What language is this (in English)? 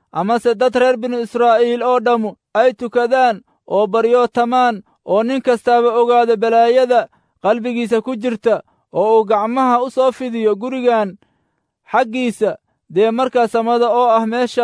Somali